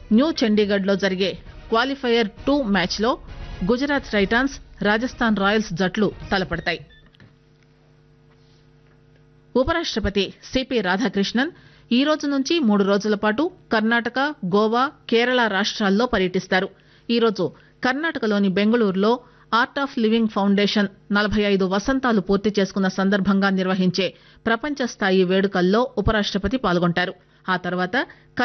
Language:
Telugu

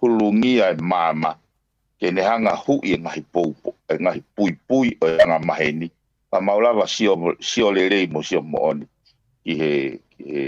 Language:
Tongan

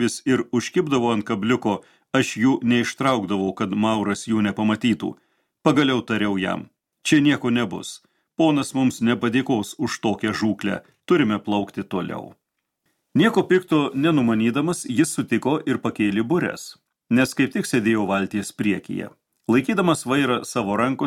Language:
Lithuanian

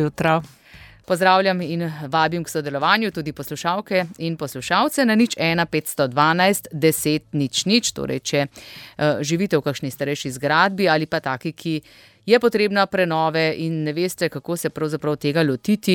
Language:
Slovenian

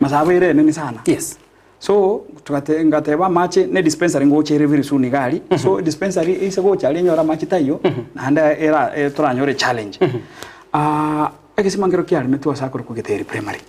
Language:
Gusii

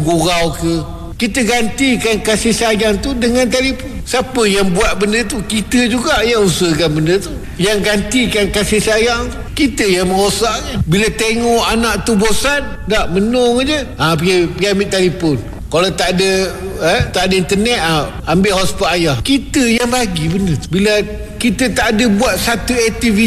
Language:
Malay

